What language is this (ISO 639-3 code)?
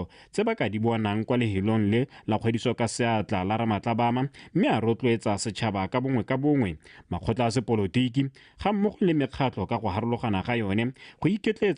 tsn